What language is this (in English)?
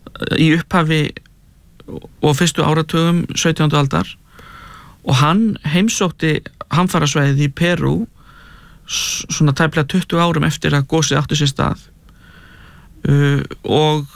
Icelandic